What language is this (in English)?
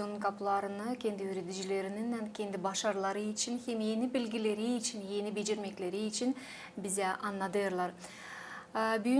Gagauz